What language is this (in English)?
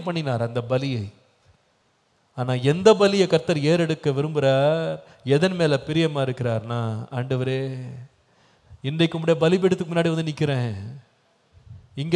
Tamil